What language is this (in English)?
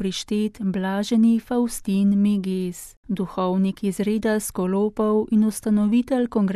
Slovenian